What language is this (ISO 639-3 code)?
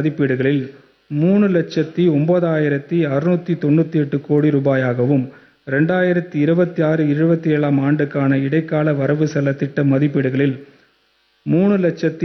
tam